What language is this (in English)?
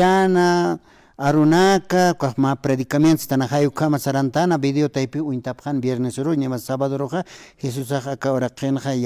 Aymara